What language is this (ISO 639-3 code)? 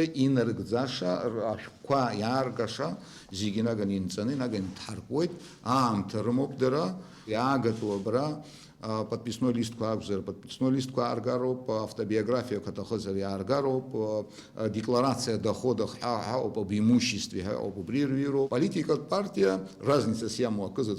abk